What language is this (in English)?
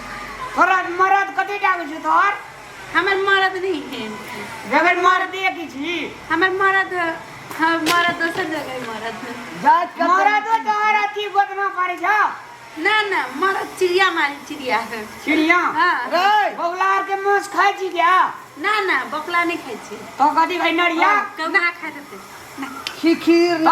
Maithili